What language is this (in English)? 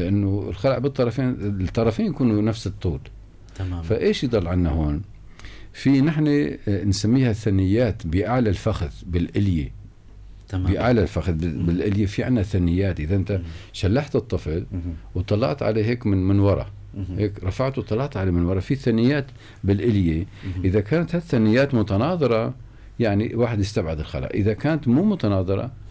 North Levantine Arabic